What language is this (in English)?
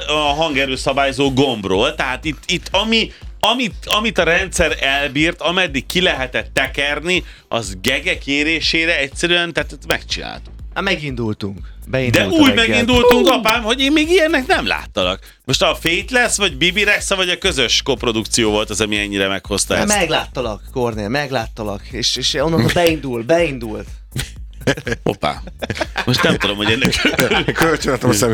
Hungarian